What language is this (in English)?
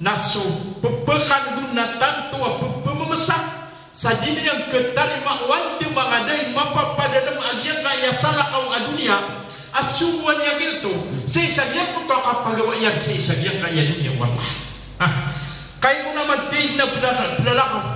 Maranao